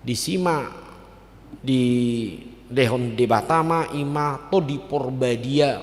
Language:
Batak Toba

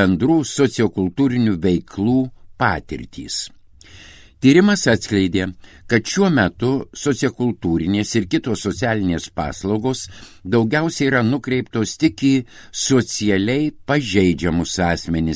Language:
Lithuanian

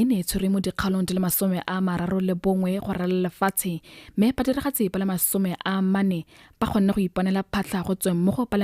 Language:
Tswana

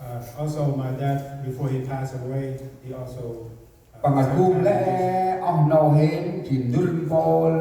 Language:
Central Mnong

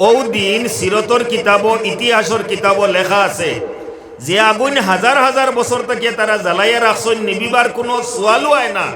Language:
Sylheti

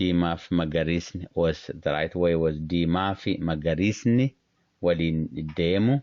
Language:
English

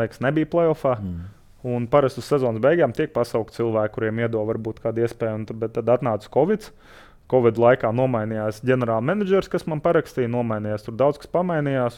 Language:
Latvian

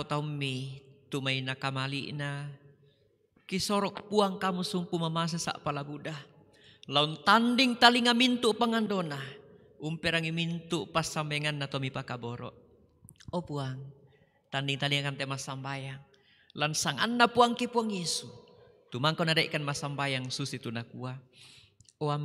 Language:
Toraja-Sa'dan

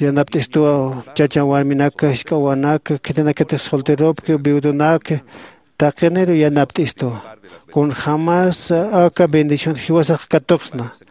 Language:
Aymara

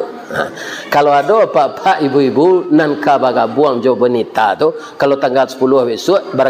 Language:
Minangkabau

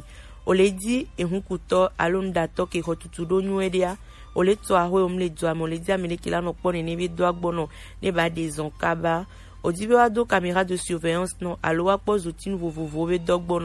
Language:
Gen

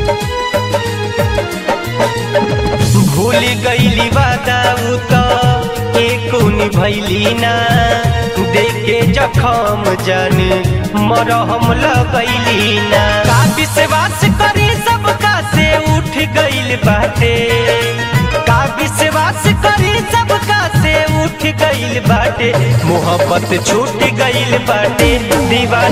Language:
Bhojpuri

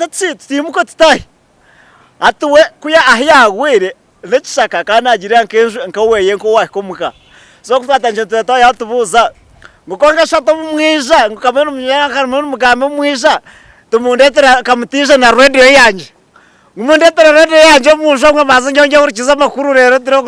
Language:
Nyankole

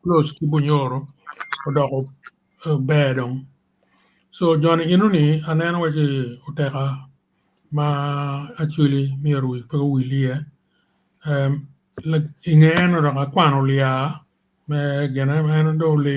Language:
Acoli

